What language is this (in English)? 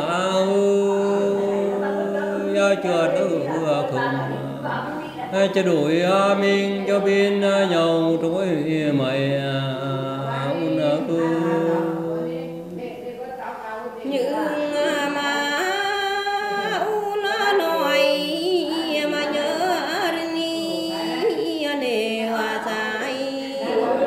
Vietnamese